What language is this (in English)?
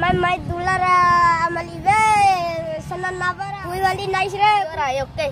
Bima